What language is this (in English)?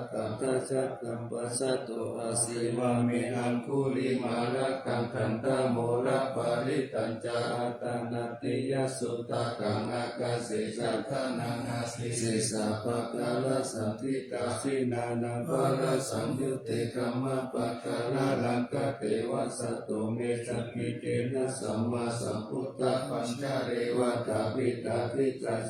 Pali